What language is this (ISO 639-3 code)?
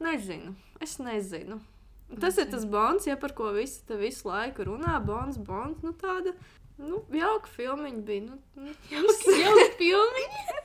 lav